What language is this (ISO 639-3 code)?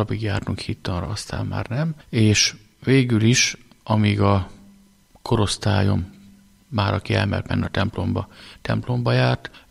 hun